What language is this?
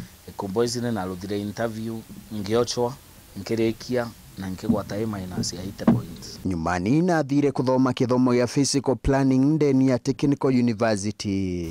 Meru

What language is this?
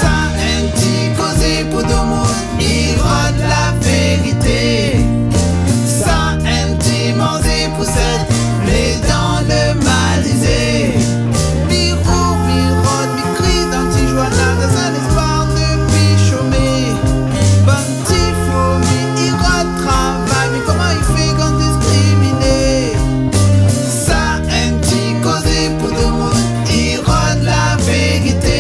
Réunion Creole French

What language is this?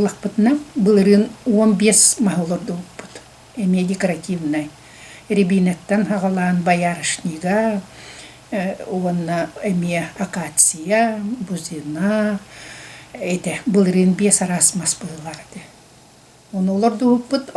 Yakut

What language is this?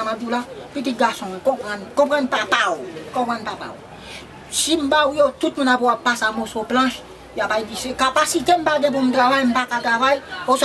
Haitian Creole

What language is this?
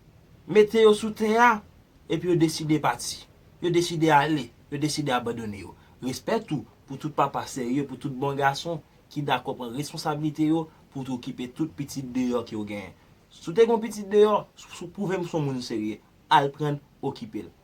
Haitian Creole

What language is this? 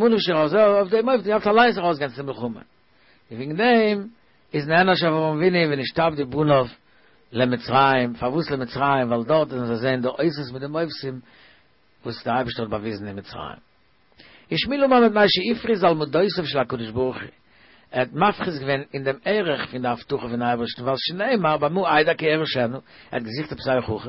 Yiddish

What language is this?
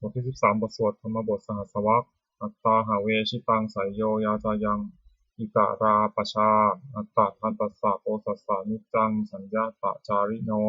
Pali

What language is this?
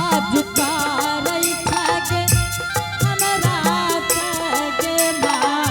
Angika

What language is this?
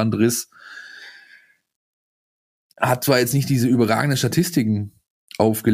German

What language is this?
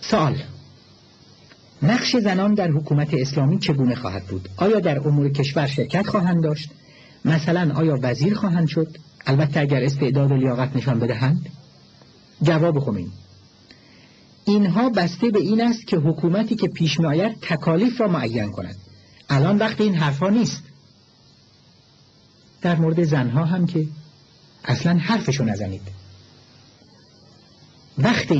Persian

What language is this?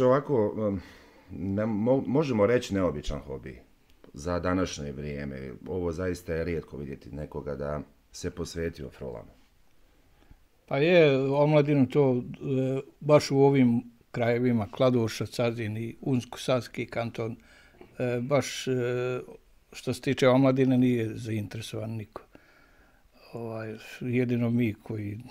Bosnian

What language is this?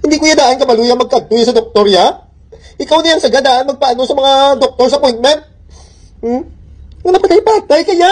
Hiligaynon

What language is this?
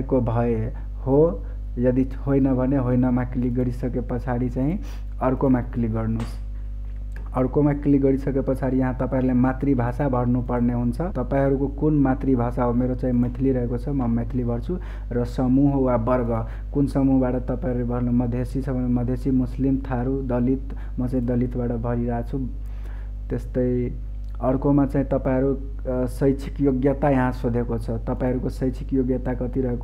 Nepali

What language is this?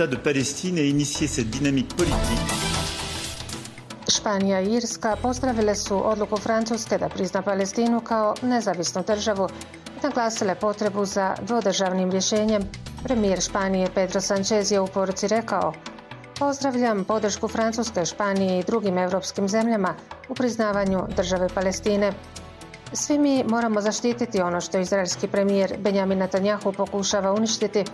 Bosnian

